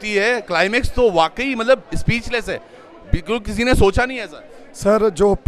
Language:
Hindi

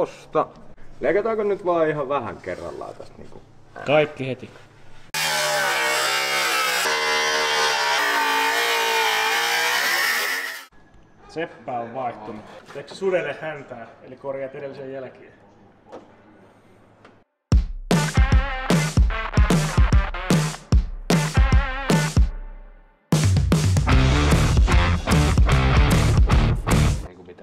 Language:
Finnish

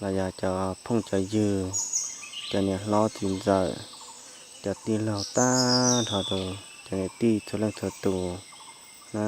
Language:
Hmong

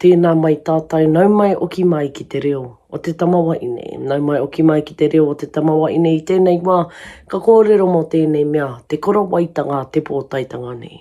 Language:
Māori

